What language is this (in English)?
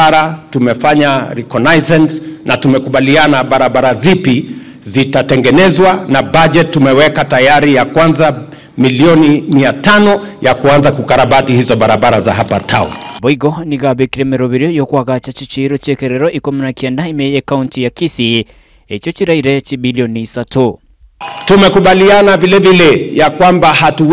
Gusii